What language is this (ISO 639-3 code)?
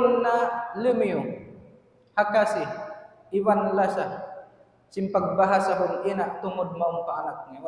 tsg